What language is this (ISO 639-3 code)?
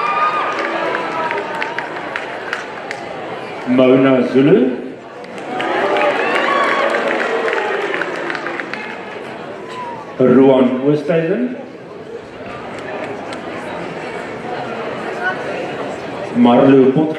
afr